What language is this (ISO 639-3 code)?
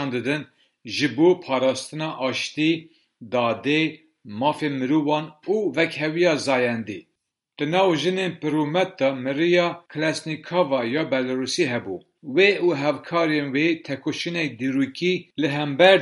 kur